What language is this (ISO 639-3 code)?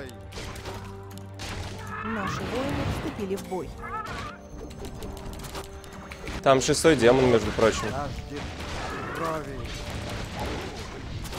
rus